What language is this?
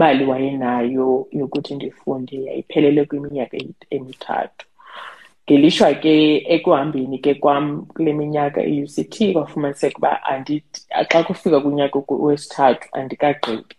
Xhosa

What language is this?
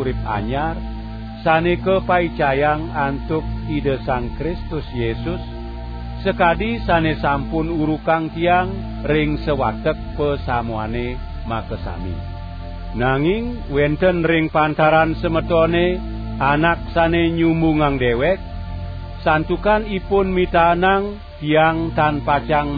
Balinese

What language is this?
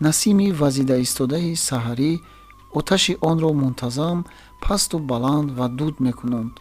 Tajik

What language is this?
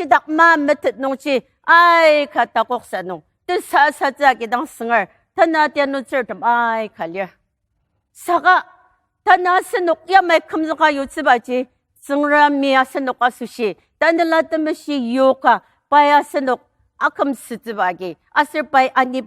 Ao Naga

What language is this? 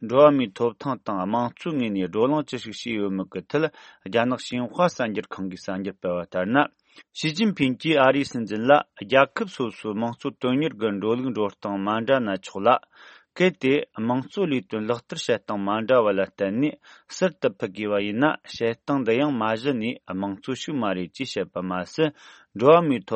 Tibetan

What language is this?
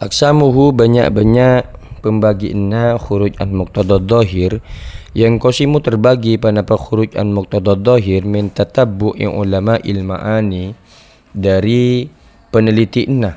Madurese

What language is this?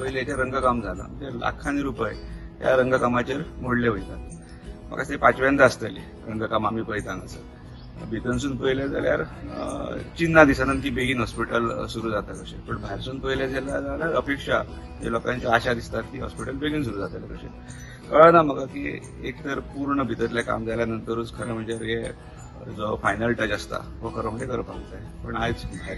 Konkani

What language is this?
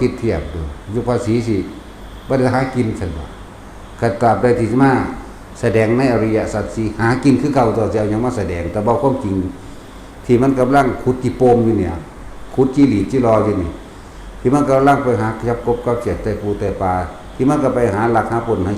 Northeastern Thai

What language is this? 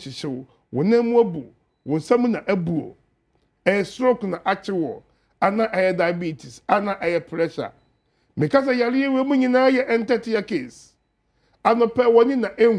Akan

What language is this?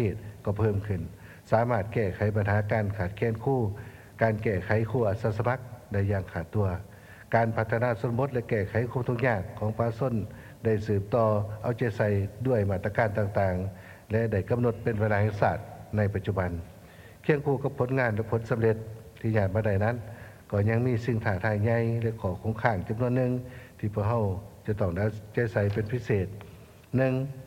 Lao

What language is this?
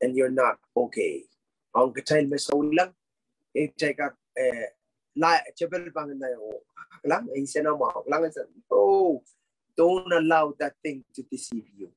Pohnpeian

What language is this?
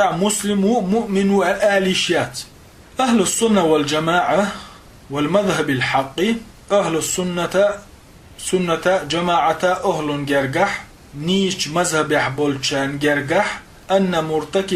Chechen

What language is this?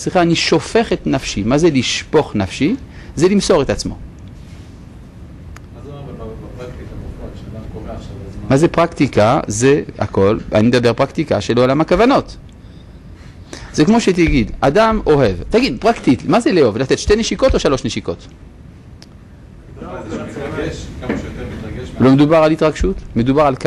Hebrew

